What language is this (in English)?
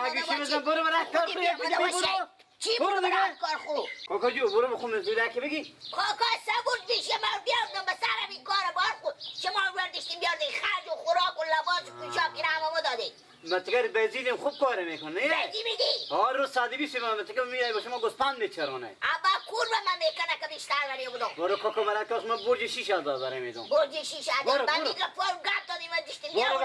Persian